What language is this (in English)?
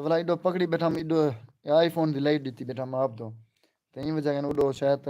Saraiki